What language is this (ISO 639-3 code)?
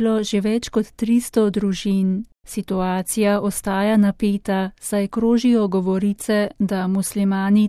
slv